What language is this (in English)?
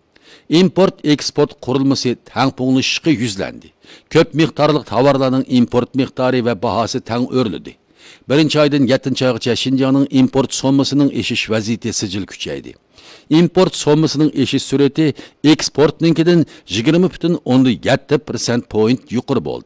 Uyghur